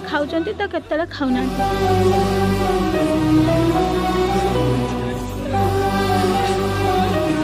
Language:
Odia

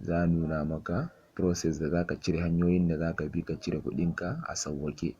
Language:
Hausa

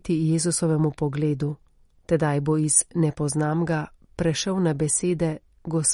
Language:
Slovenian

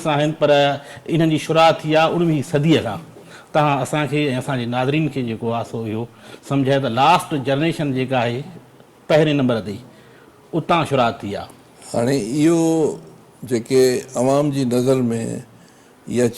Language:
Sindhi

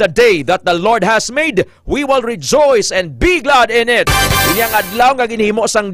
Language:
Hiligaynon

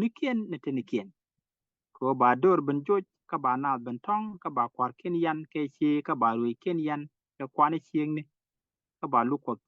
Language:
Nuer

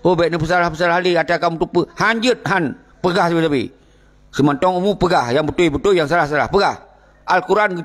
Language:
Achinese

